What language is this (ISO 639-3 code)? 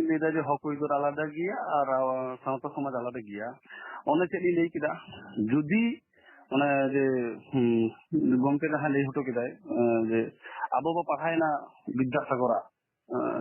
sat